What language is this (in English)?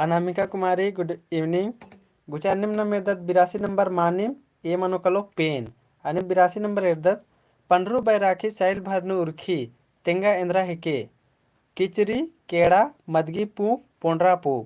Kurukh